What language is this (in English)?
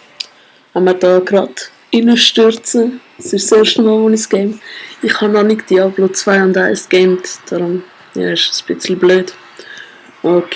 Swiss German